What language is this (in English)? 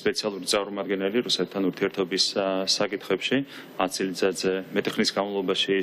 Georgian